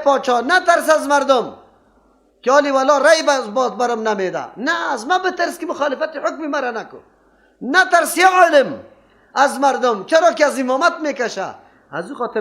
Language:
Persian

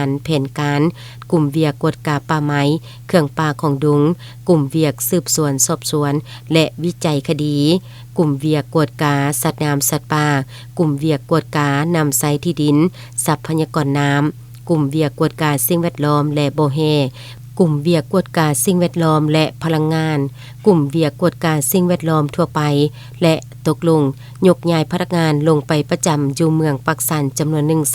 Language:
Lao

